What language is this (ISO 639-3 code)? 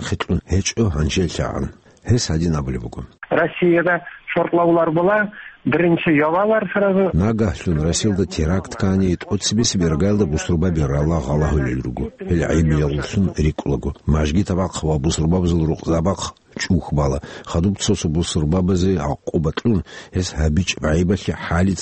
ava